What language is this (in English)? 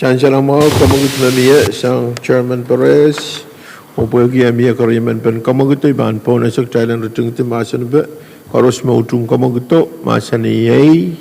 Pohnpeian